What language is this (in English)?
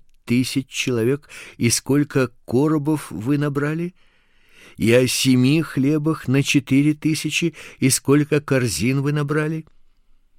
Russian